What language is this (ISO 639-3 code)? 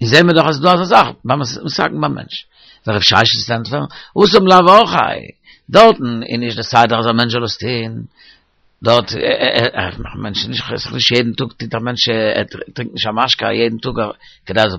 yid